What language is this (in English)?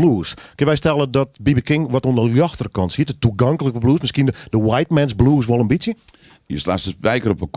Western Frisian